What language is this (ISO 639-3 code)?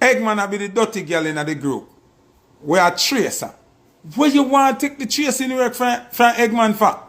jam